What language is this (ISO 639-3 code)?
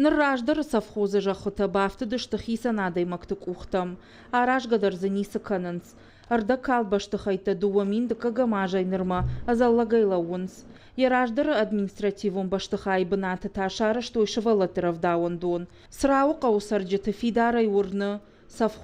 oss